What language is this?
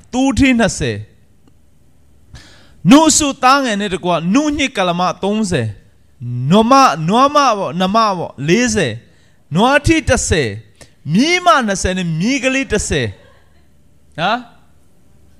Burmese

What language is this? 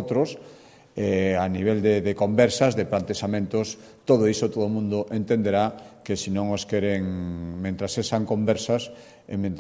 Galician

